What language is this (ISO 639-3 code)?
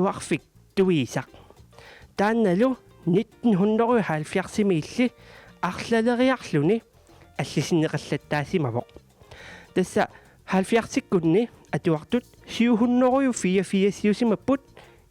kal